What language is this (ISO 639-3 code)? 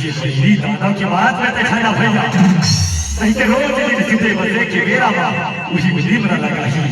hne